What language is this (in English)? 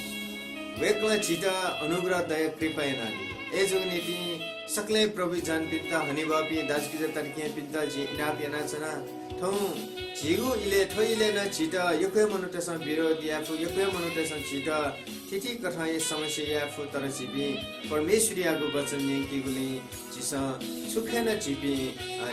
Newari